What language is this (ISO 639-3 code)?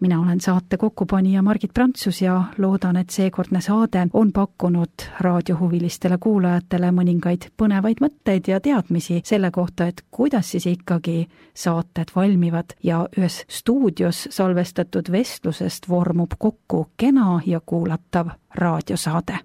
est